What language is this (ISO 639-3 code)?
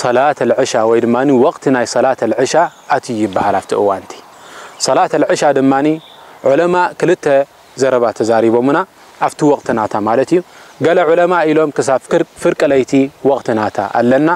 tir